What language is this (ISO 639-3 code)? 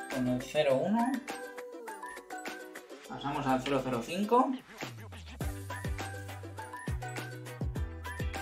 spa